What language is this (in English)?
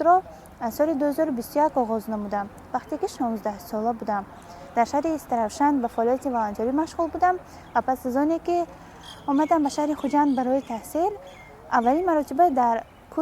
Tajik